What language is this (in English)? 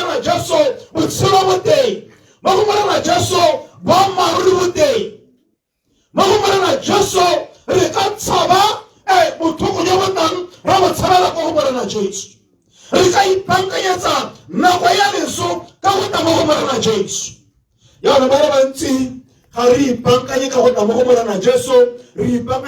Tswana